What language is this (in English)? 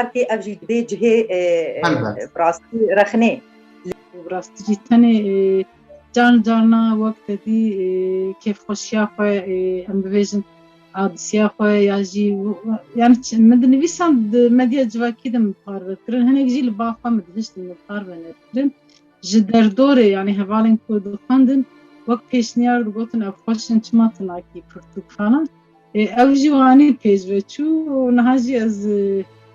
Kurdish